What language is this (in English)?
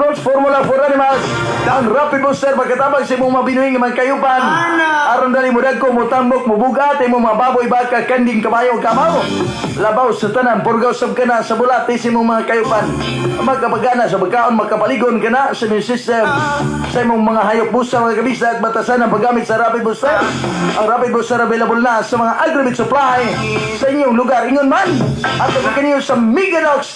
Cebuano